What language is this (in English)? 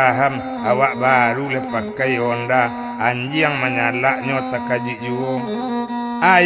Minangkabau